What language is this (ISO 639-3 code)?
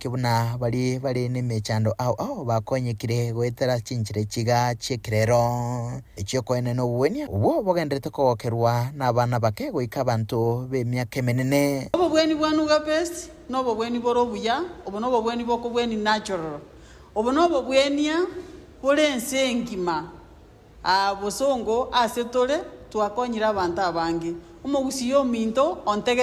guz